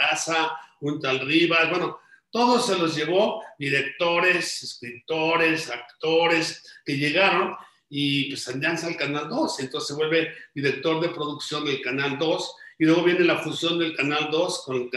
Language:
Spanish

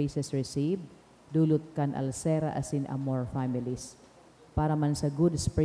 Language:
Bikol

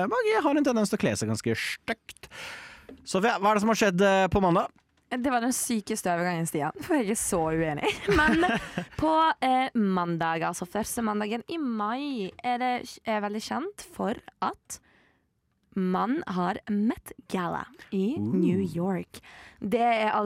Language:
Norwegian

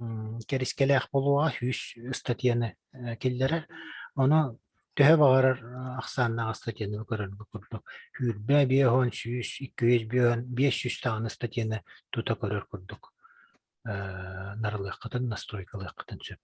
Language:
Yakut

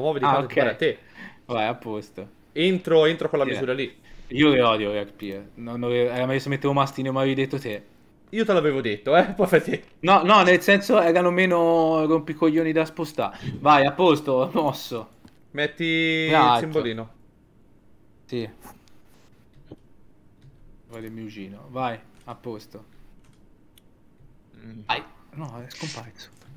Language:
Italian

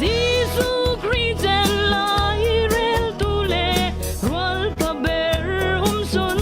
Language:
Falam Chin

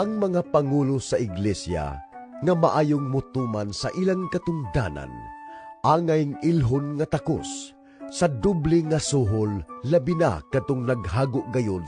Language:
Cebuano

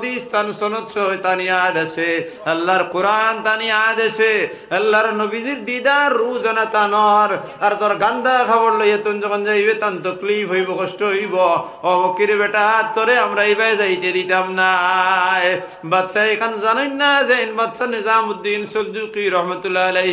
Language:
Sylheti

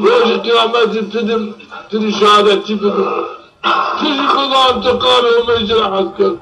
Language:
Zaza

